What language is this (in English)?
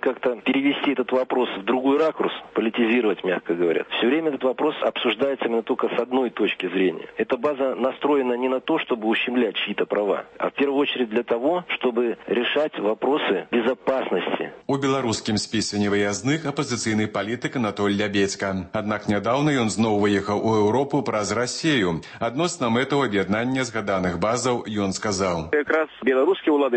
Belarusian